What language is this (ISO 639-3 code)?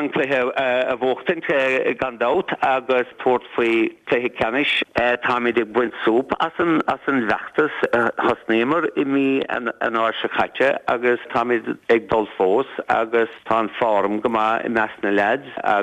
gle